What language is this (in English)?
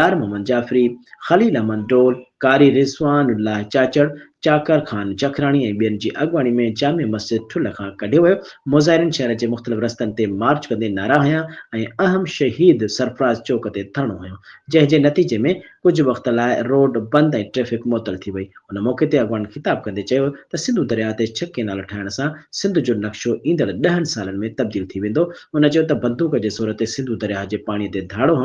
Sindhi